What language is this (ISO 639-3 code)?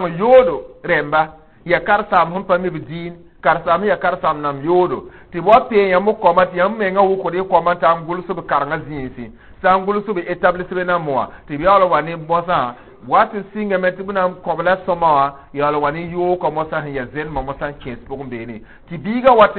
mos